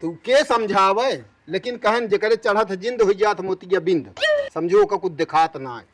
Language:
Awadhi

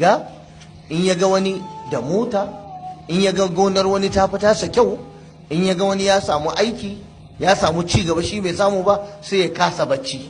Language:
Hausa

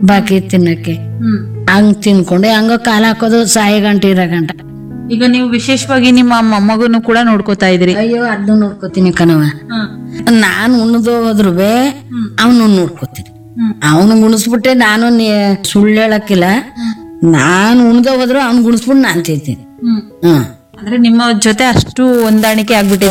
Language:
Kannada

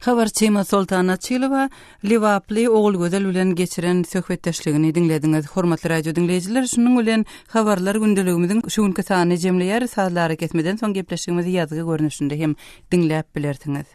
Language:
Turkmen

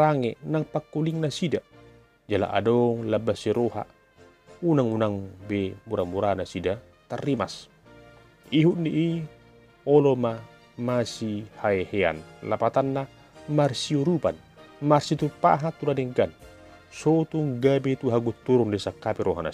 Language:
Batak Toba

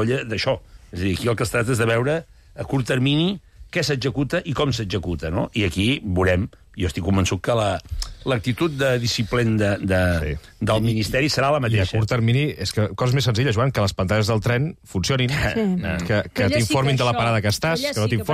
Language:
Catalan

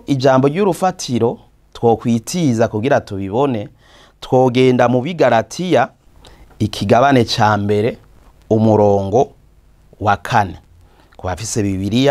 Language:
Rundi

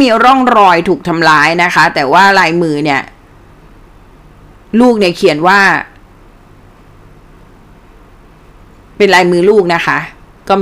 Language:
Thai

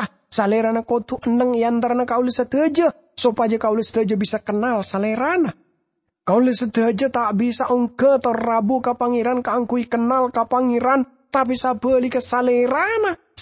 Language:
Madurese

